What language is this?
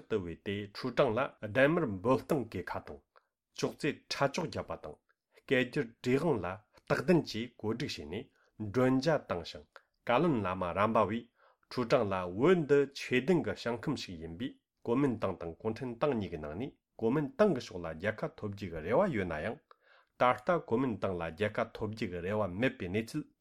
Tibetan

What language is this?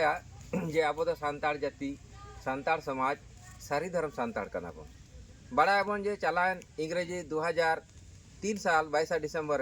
Santali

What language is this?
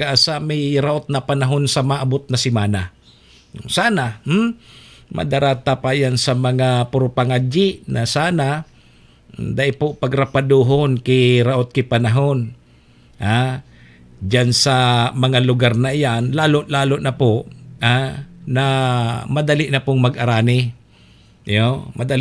Bikol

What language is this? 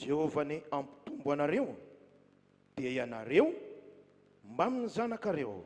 Malagasy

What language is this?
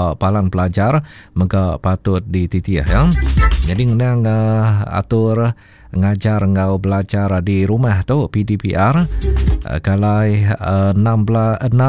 Iban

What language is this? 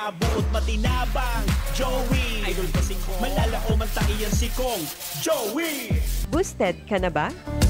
Bikol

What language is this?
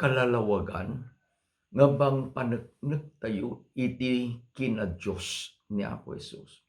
Iloko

